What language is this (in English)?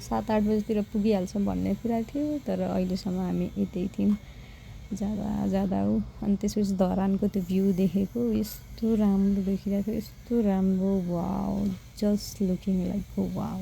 Nepali